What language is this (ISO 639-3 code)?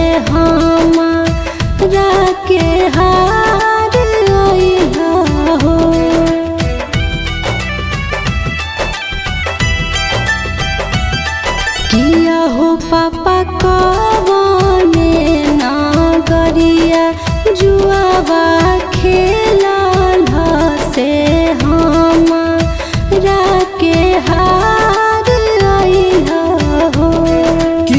bho